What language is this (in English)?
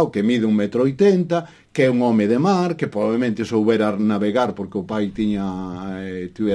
Galician